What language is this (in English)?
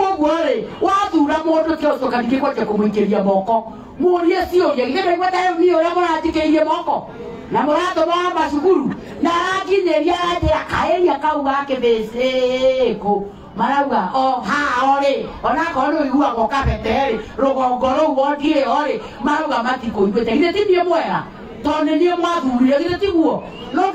Kikuyu